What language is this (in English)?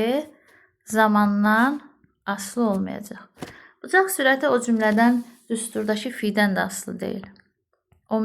Azerbaijani